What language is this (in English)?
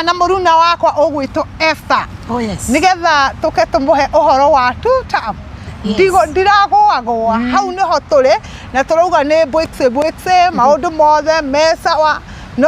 Kikuyu